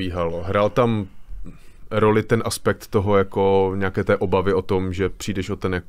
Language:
Czech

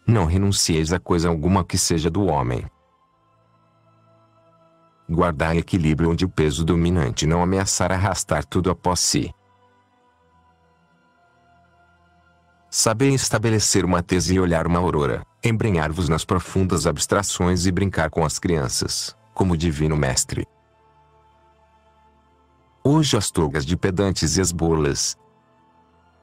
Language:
Portuguese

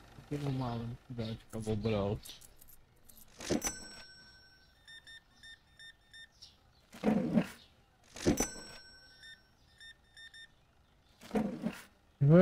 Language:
Czech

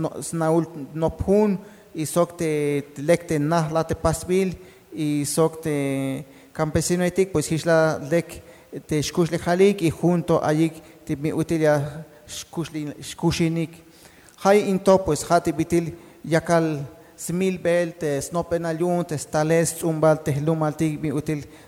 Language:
Tzeltal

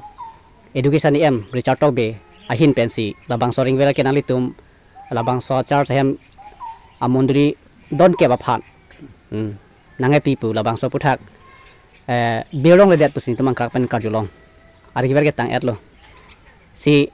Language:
Karbi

